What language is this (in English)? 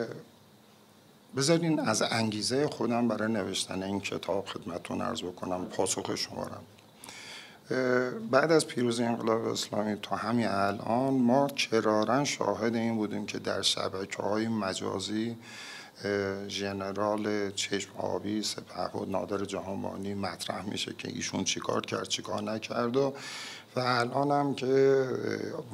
Persian